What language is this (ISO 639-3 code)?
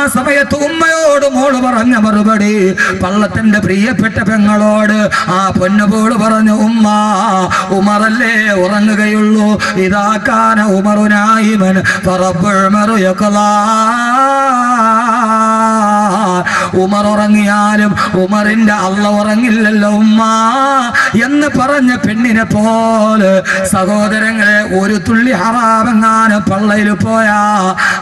mal